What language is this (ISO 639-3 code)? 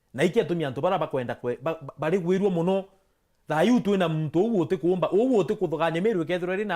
mer